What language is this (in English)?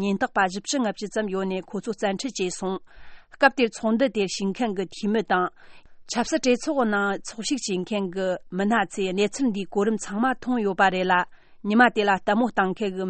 Tibetan